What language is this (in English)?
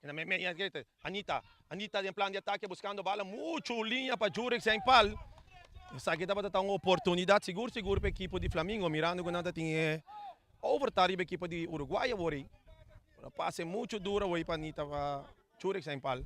Papiamento